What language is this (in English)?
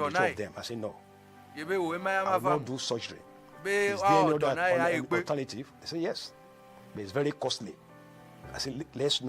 Ewe